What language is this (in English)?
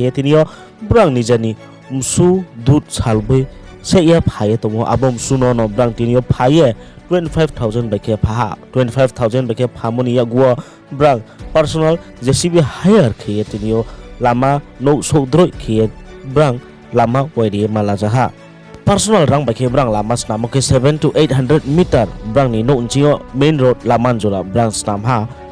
Riang (India)